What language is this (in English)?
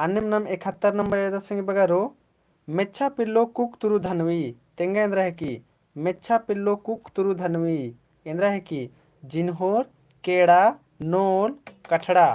Kurukh